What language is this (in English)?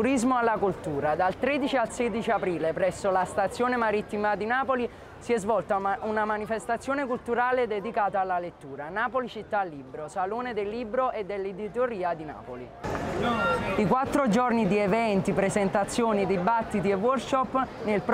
Italian